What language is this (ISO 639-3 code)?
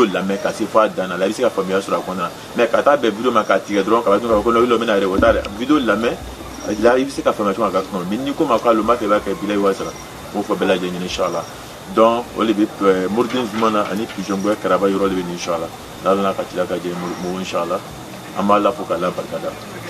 bam